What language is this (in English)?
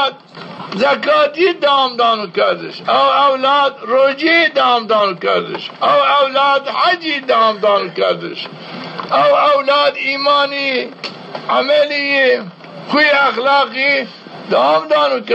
Zaza